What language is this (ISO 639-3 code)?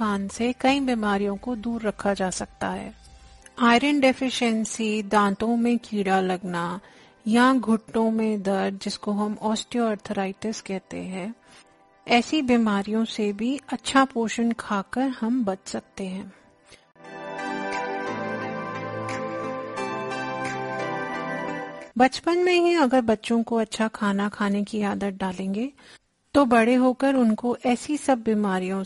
hin